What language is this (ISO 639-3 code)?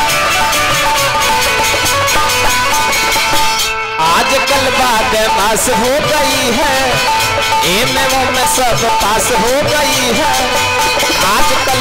bho